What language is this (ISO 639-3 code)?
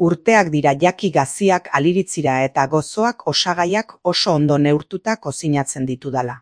eus